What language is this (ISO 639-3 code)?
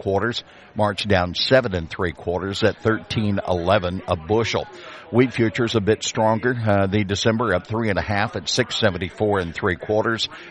eng